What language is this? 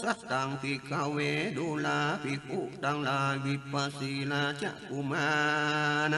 Northern Thai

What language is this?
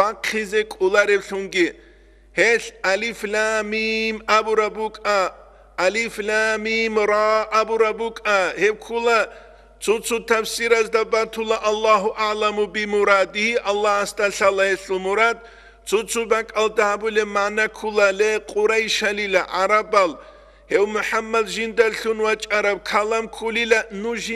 Avaric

